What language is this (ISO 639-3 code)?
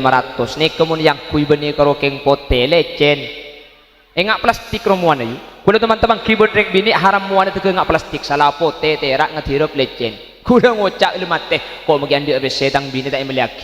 mad